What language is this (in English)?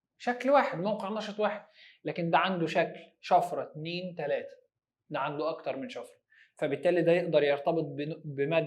Egyptian Arabic